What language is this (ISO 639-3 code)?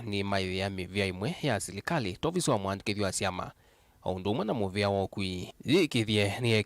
kam